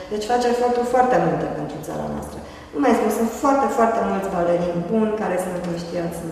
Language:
Romanian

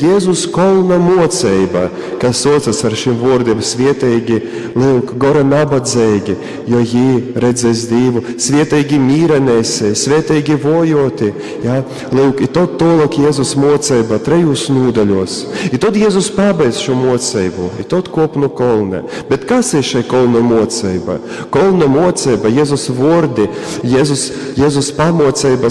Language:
Latgalian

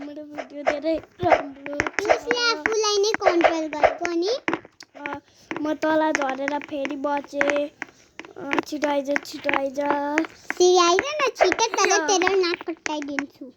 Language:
Nepali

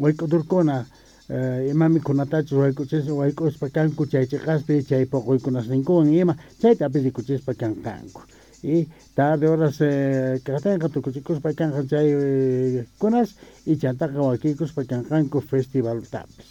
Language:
South Bolivian Quechua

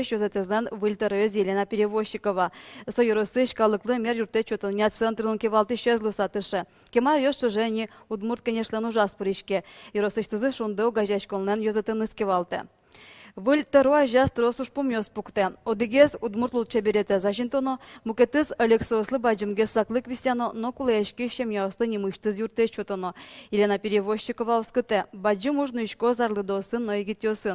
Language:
Udmurt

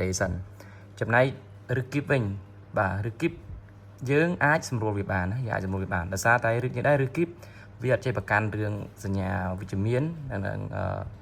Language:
Khmer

